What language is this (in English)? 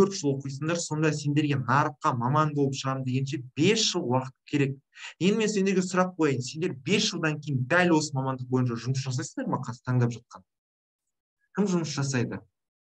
Kazakh